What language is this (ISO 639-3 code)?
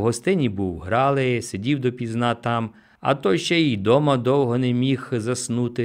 ukr